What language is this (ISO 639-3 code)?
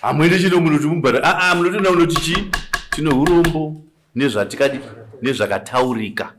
sna